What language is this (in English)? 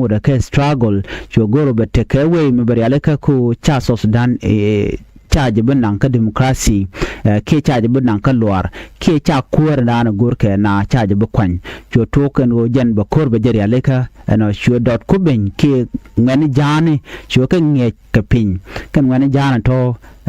Nuer